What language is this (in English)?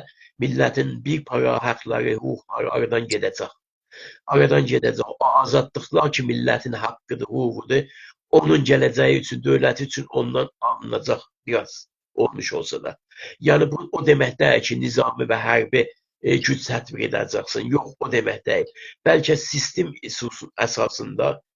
South Azerbaijani